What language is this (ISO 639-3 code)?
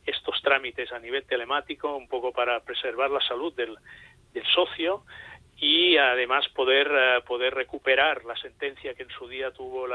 spa